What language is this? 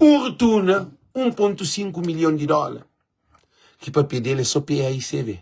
Kabuverdianu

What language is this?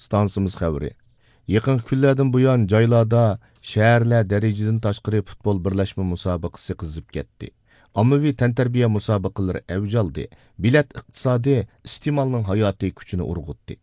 Uyghur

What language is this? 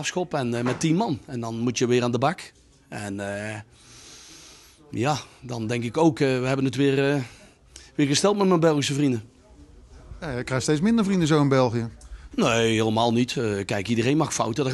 Dutch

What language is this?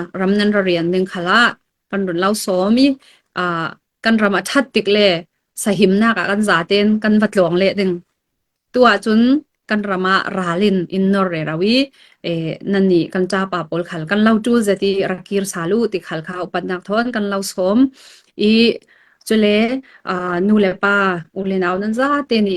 Falam Chin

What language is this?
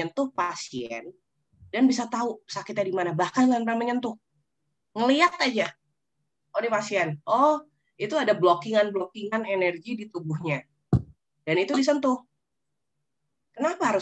Indonesian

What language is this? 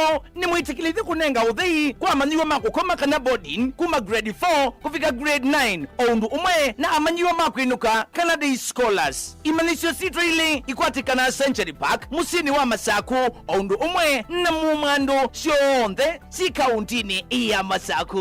Kamba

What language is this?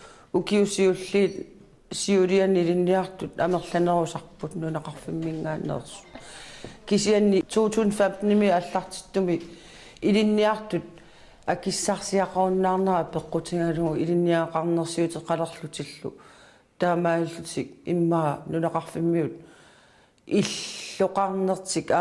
Kalaallisut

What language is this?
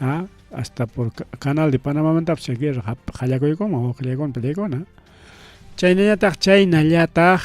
Ayacucho Quechua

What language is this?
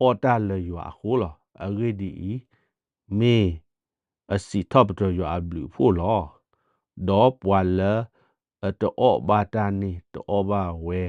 S'gaw Karen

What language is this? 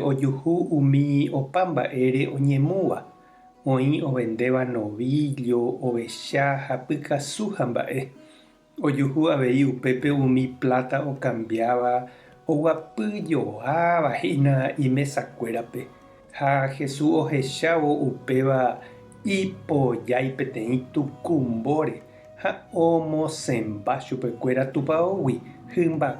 Guarani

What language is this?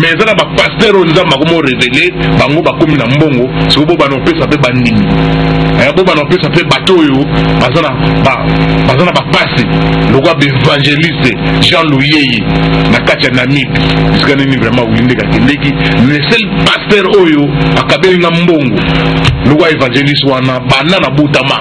Lingala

